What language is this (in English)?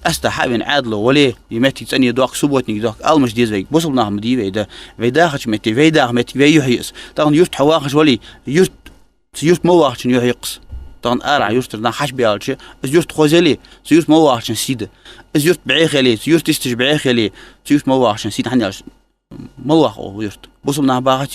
Ingush